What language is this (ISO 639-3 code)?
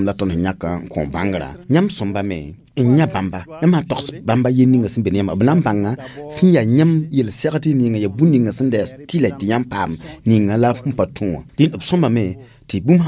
mos